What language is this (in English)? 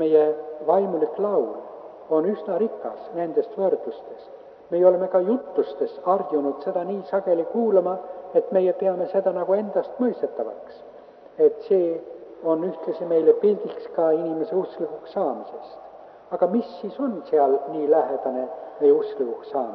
Estonian